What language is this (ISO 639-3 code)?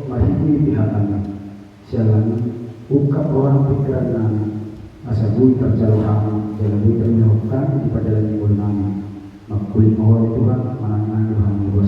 bbc